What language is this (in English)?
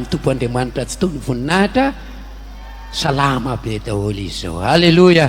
Malagasy